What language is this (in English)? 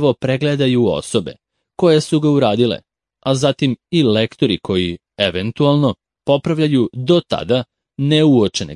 Serbian